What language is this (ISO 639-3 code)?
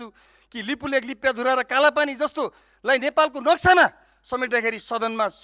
nep